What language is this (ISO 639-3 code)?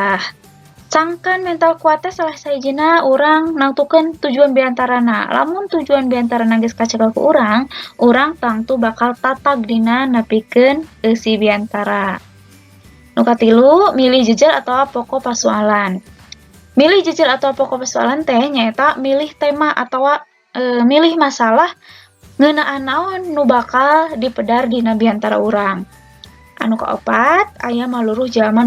sun